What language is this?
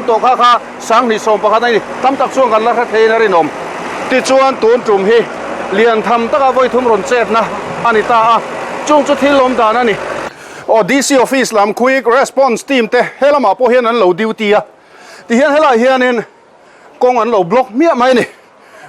Mizo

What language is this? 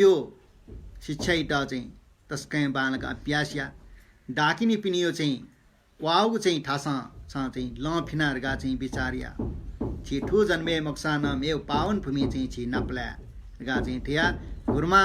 Newari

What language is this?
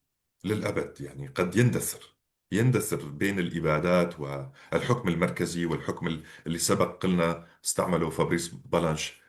North Levantine Arabic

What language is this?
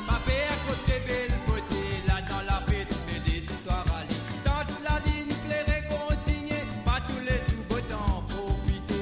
Morisyen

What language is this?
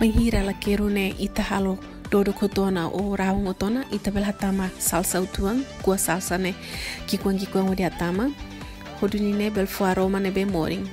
Tetum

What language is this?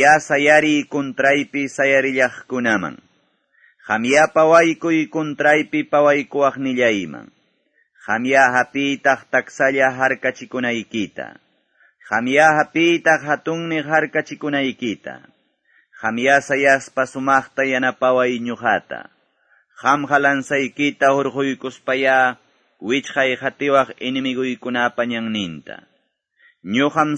Quechua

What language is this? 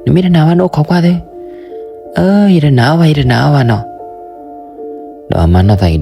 S'gaw Karen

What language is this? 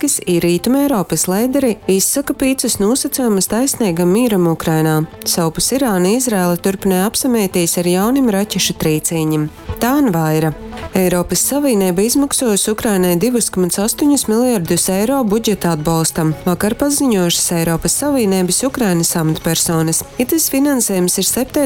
Latgalian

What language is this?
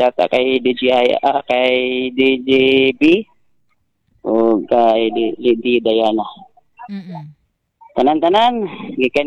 Cebuano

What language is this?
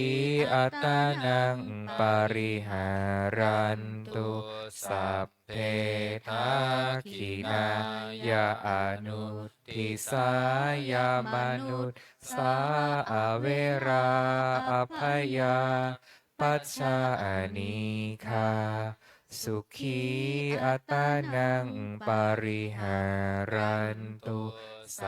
Pali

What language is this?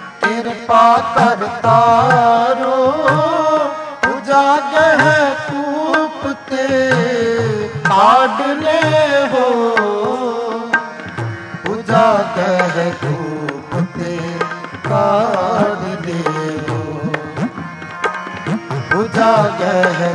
Punjabi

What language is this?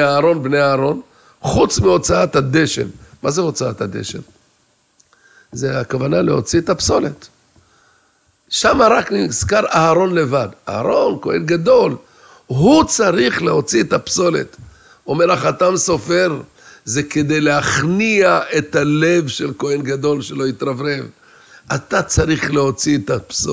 Hebrew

